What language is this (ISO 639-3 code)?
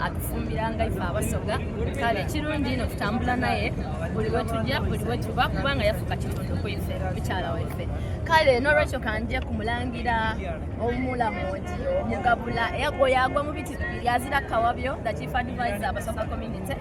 xog